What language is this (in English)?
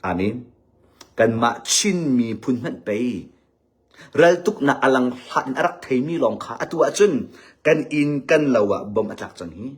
Hakha Chin